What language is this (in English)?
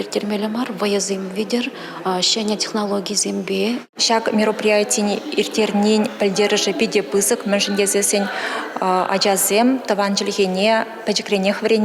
Chuvash